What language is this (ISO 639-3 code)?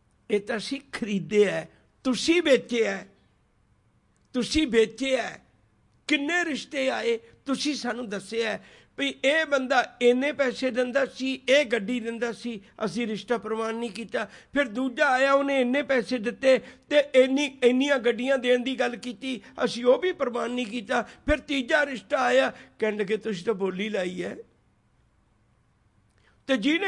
pan